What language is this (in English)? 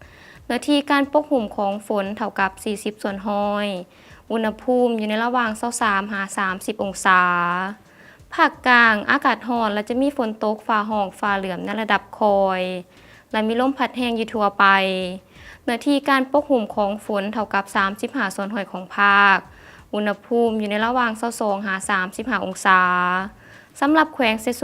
Lao